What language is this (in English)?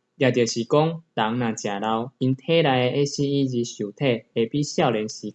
Min Nan Chinese